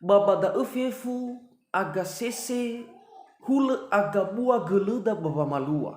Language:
Nias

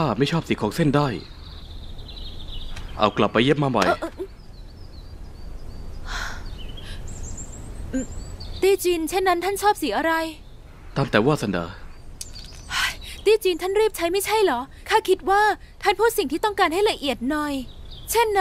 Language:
Thai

